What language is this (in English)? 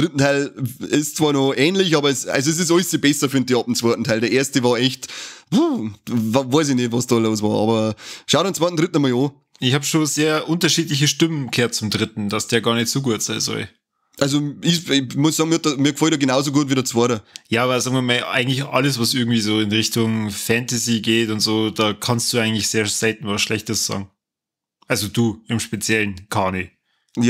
Bavarian